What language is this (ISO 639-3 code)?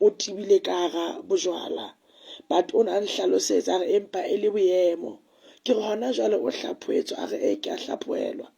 sot